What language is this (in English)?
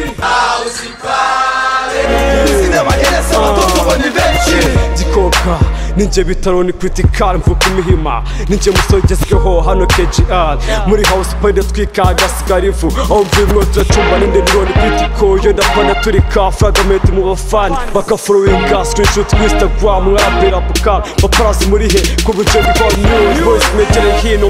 Kinyarwanda